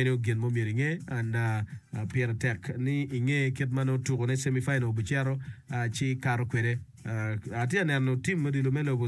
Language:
Acoli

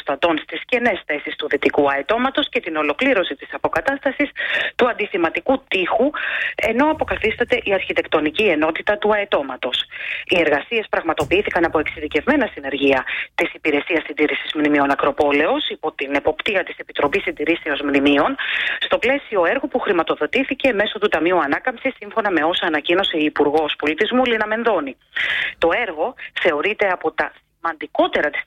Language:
Greek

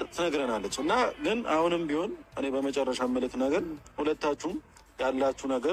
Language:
Amharic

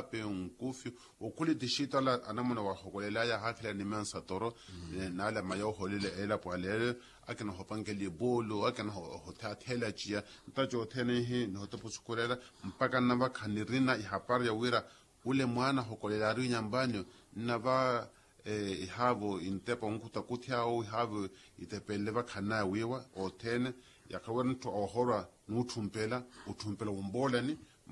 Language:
Makhuwa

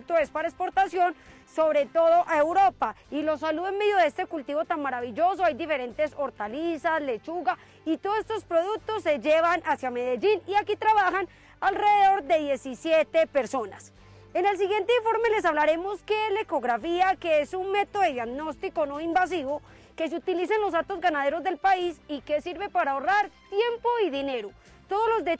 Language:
Spanish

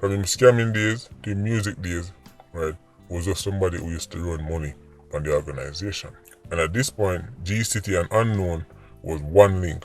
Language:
Jamaican Creole English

